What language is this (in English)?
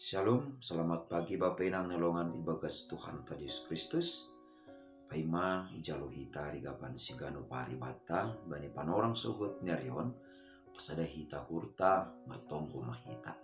Batak Simalungun